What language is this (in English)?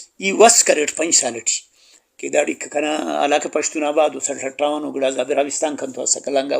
Brahui